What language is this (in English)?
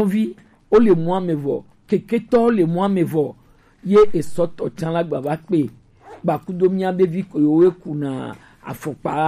Gen